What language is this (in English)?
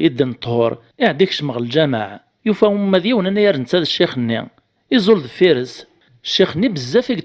Kabyle